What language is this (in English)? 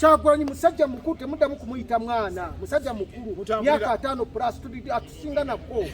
Ganda